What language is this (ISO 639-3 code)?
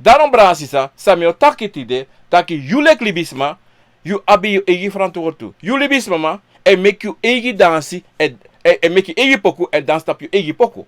srn